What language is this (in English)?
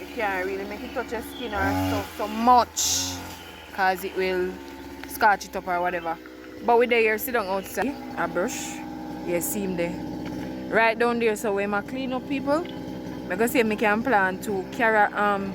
Jamaican Creole English